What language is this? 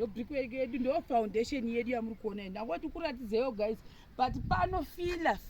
Shona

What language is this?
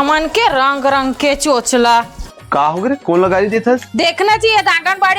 Chhattisgarhi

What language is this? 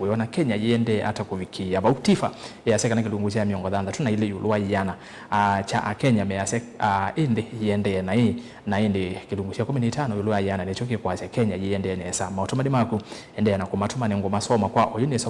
Kamba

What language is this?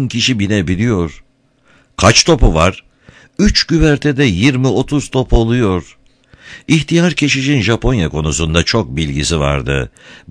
Turkish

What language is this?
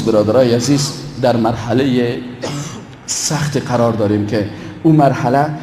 Persian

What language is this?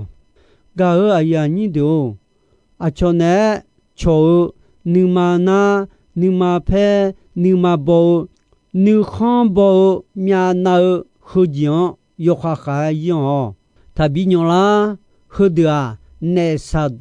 Akha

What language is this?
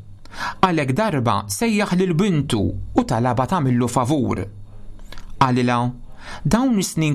Maltese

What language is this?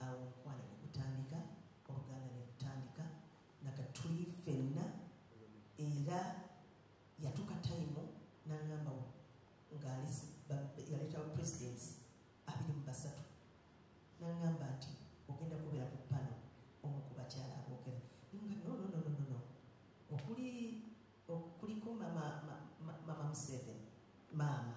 Ganda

